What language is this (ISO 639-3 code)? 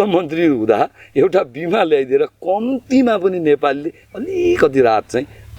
nep